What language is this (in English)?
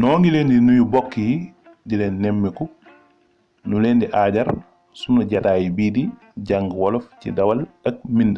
Wolof